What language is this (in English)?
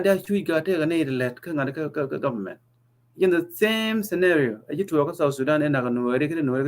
Nuer